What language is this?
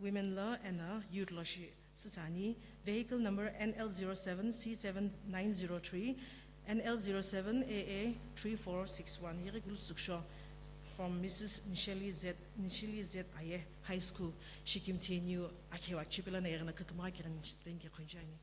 Sumi Naga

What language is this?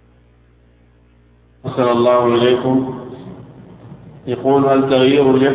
Arabic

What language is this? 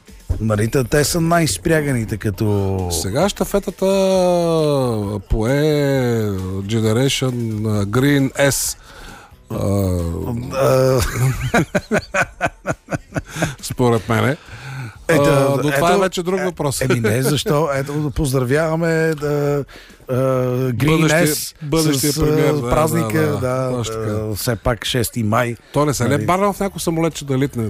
Bulgarian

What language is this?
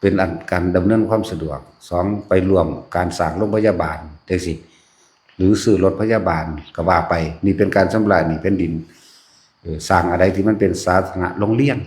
Lao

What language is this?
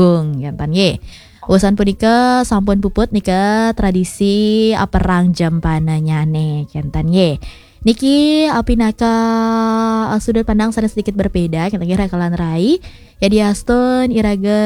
Balinese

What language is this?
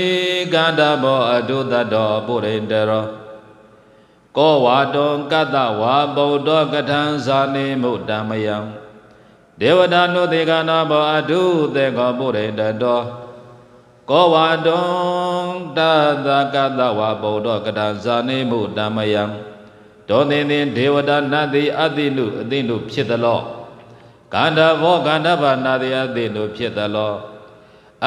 Burmese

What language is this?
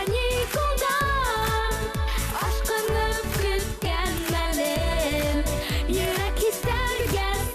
Bashkir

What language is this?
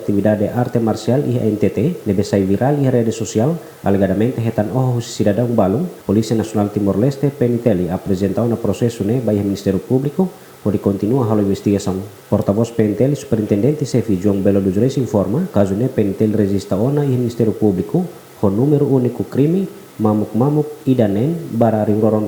Tetum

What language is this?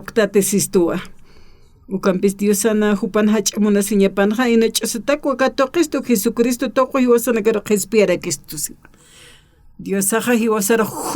Aymara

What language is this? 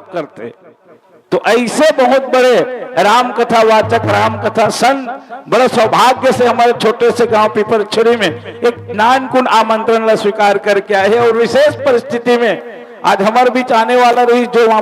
Chhattisgarhi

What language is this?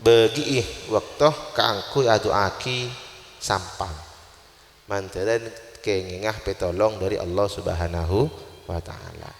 Madurese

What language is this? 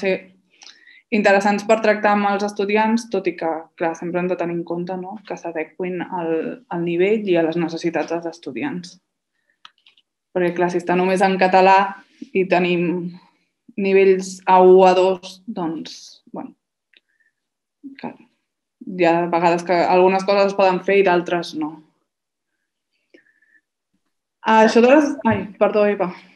Catalan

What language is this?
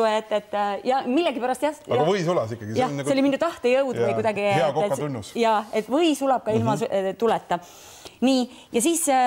Estonian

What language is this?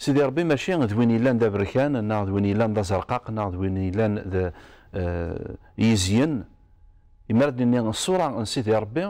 Kabyle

